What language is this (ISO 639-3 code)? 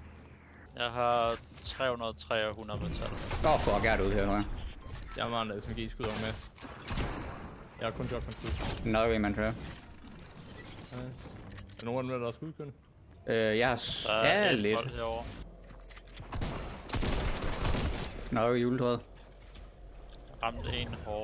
dan